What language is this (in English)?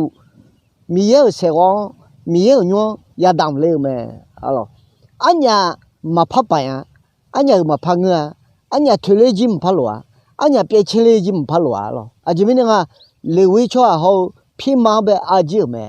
Akha